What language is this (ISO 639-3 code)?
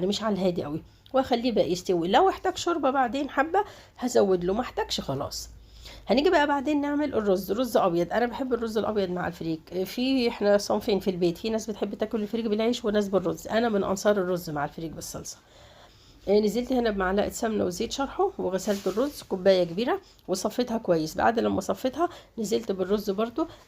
arz